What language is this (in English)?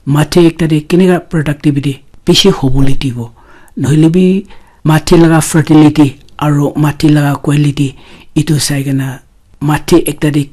Naga Pidgin